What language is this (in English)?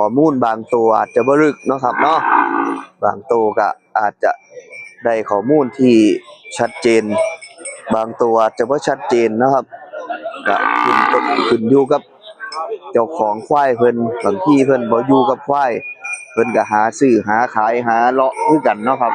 Northeastern Thai